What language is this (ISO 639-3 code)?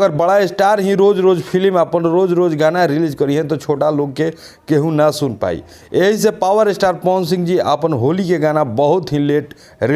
bho